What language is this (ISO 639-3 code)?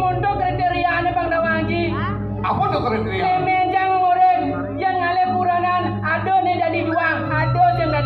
ban